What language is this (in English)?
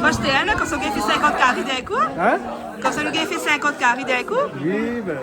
Réunion Creole French